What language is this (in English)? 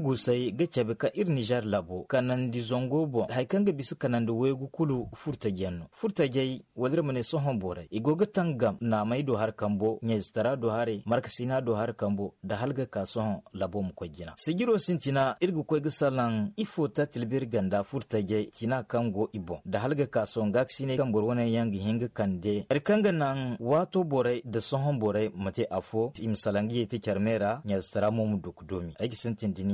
Zarma